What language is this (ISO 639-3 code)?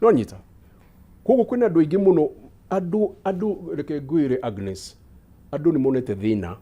kik